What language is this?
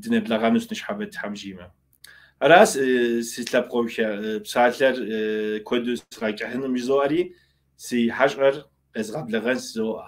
Kabardian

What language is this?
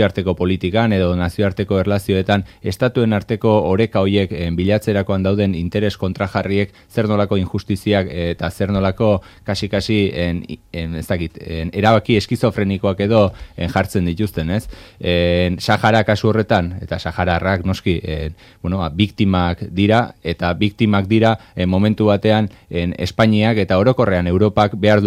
Basque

